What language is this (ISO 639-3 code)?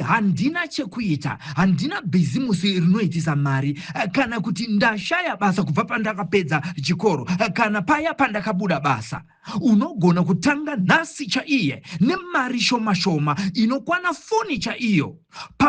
sna